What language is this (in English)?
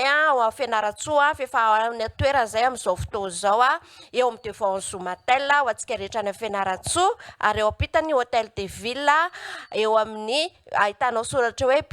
Malagasy